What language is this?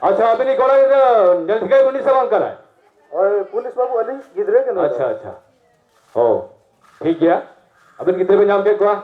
Santali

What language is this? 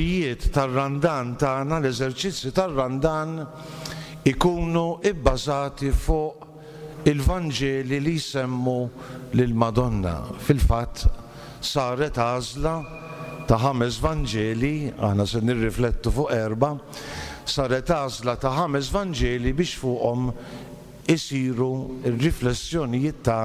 Maltese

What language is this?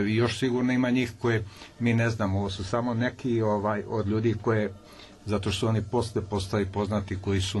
Serbian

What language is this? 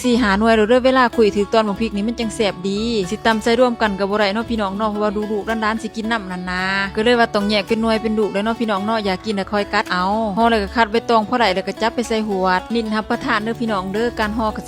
Lao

